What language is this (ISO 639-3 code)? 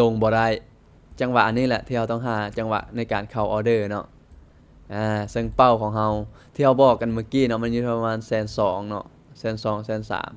lao